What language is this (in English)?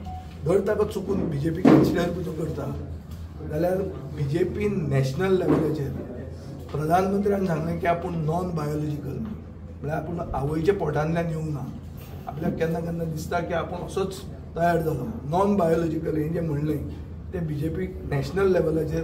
Konkani